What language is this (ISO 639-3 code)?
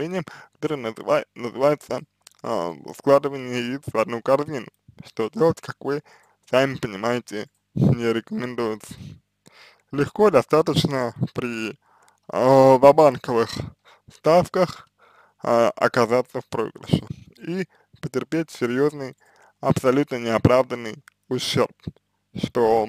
rus